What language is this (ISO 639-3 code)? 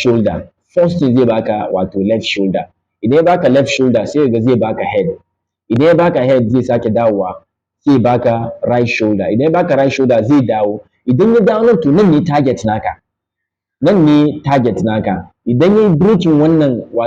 hau